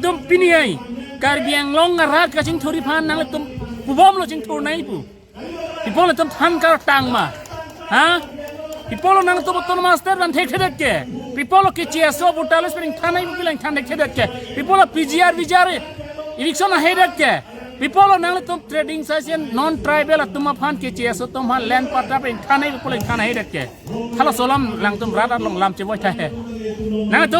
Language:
Karbi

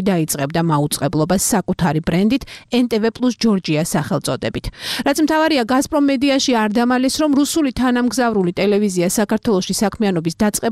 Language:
Georgian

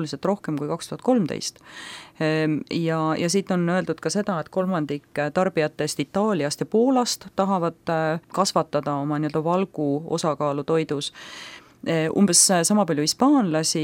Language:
Estonian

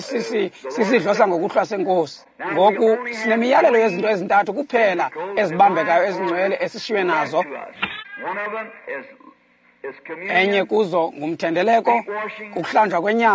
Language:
Xhosa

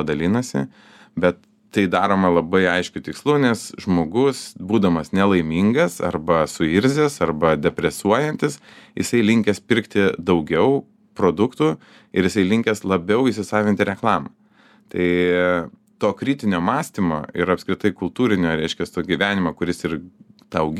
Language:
Lithuanian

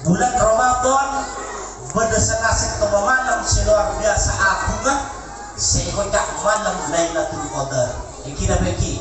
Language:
Madurese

